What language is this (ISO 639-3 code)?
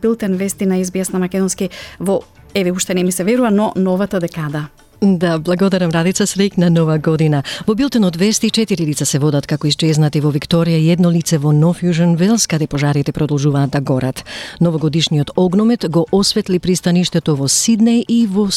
mkd